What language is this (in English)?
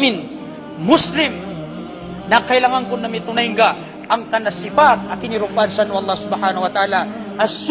Maranao